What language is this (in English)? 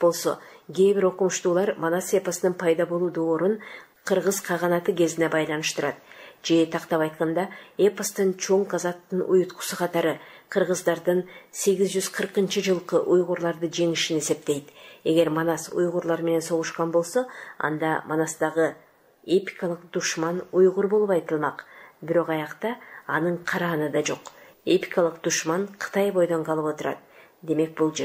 Kyrgyz